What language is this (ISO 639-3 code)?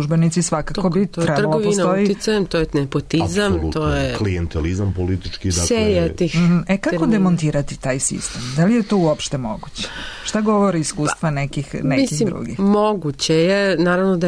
srp